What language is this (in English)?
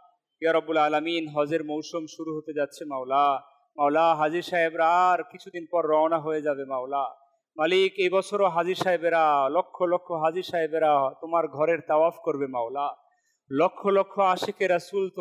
Bangla